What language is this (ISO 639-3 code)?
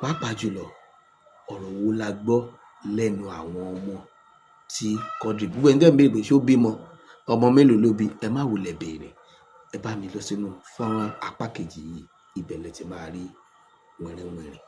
yor